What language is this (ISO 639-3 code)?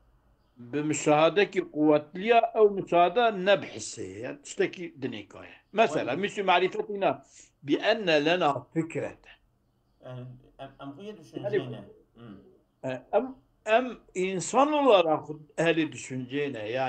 kur